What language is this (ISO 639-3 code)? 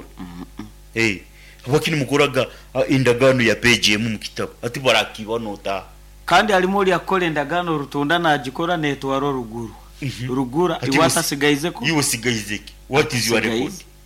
nyn